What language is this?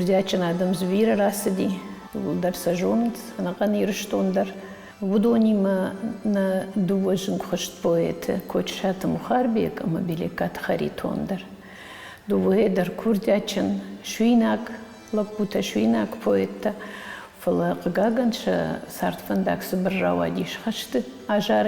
Ossetic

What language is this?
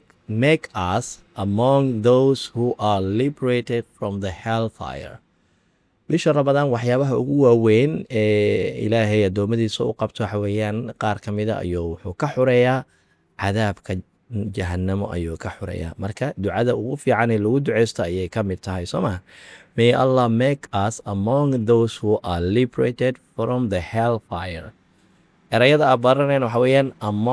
Somali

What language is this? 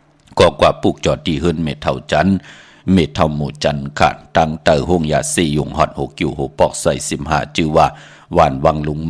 Shan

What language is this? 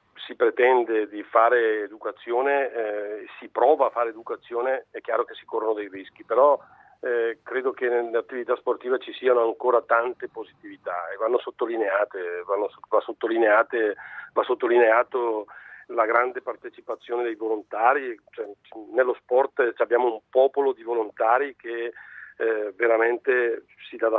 Italian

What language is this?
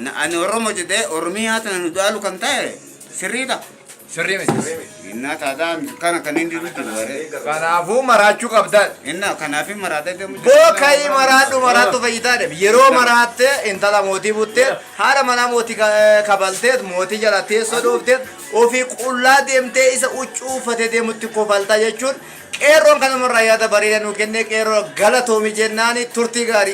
Oromo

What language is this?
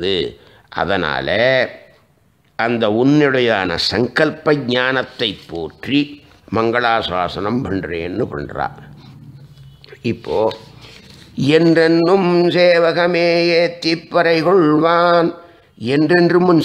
Tamil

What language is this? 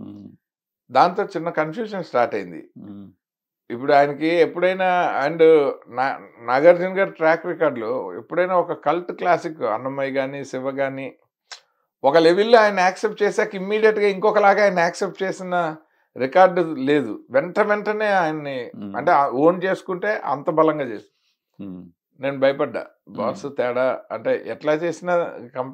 Telugu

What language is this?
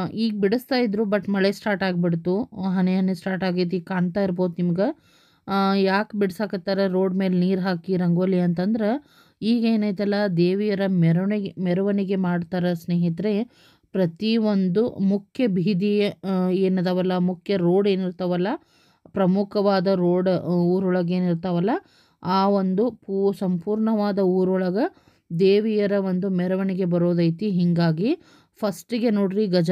Kannada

